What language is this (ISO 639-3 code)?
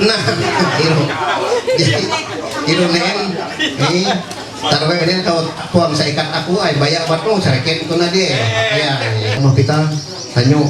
mhy